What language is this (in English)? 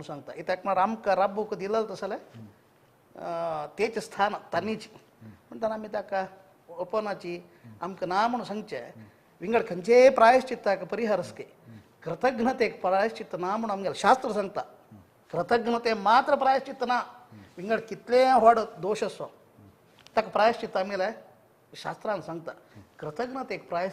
Konkani